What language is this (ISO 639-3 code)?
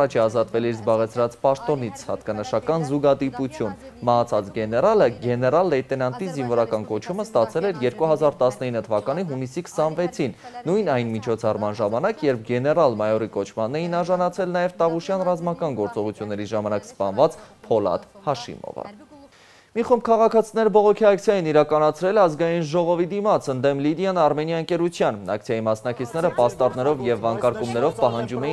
hye